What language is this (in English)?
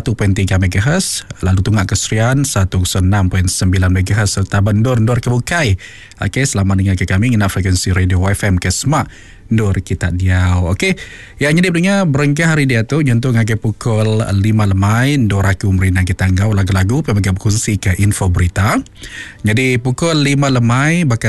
Iban